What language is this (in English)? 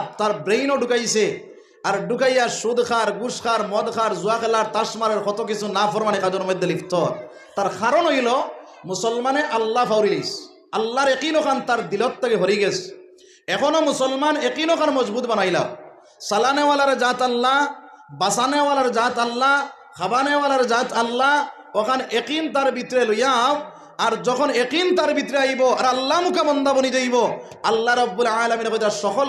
Sylheti